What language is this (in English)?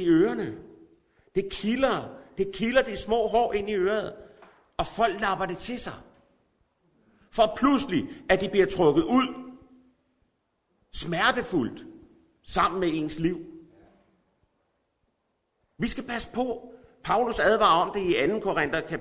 Danish